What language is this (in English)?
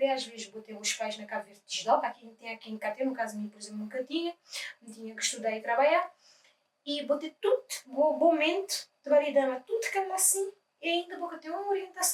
Kabuverdianu